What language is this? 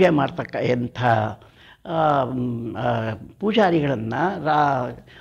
Kannada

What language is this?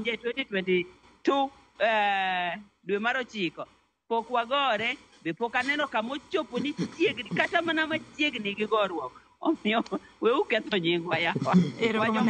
Luo (Kenya and Tanzania)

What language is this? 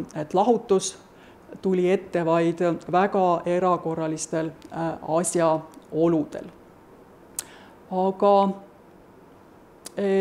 Estonian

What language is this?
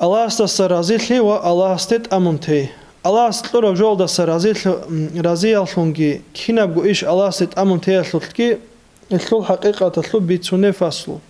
Avaric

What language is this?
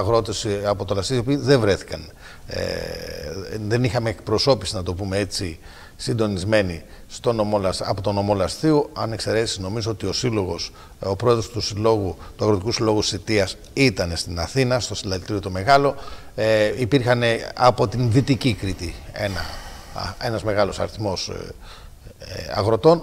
Greek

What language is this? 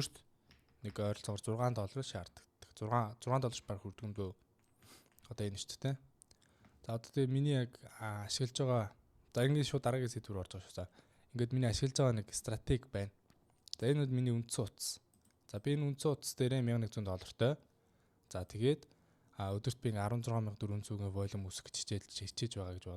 Mongolian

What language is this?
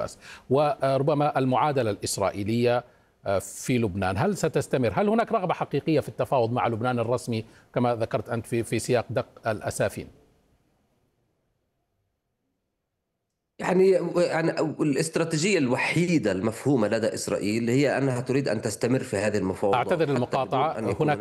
Arabic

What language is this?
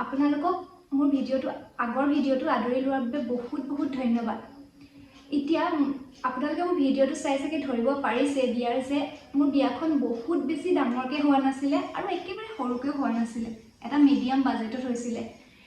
Assamese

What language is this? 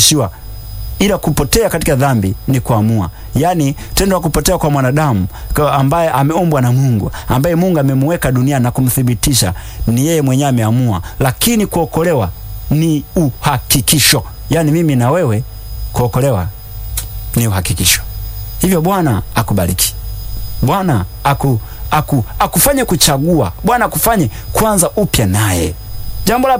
Swahili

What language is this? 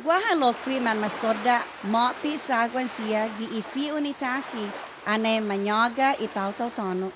Chamorro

